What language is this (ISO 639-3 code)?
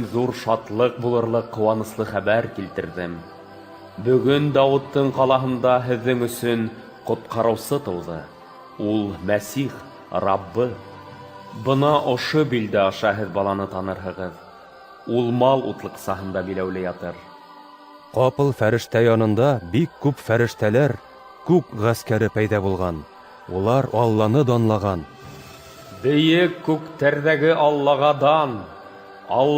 bak